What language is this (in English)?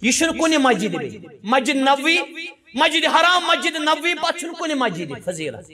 Kashmiri